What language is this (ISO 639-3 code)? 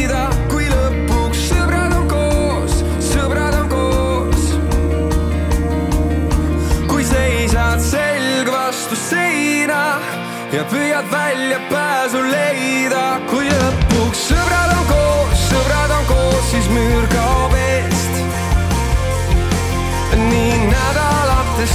est